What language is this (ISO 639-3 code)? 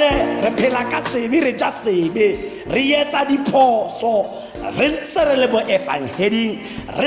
tsn